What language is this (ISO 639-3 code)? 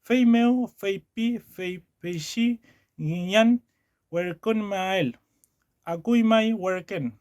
arn